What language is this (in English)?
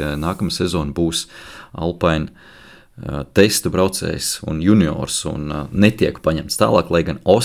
Latvian